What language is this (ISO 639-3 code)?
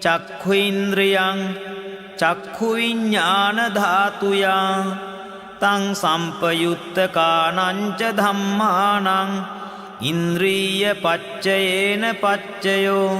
pli